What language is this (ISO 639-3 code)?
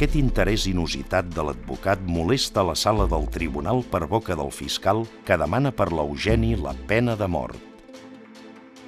cat